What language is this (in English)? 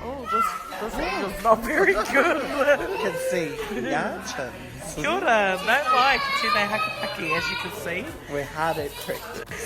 Māori